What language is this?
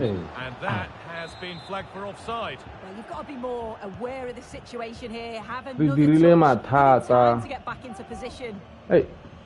Tswana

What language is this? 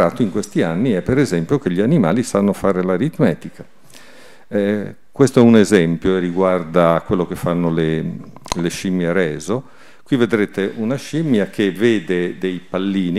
Italian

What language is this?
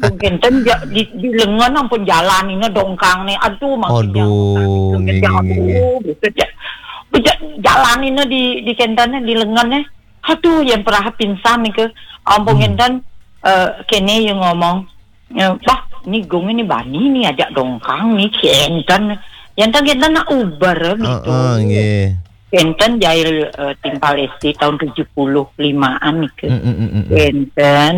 Balinese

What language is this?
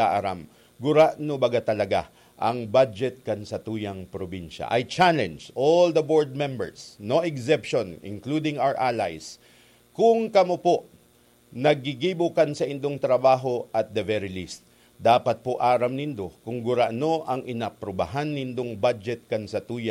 Bikol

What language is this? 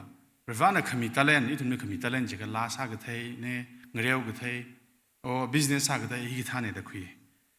Tangkhul Naga (India)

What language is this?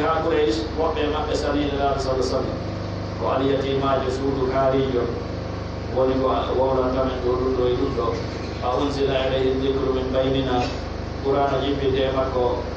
Pular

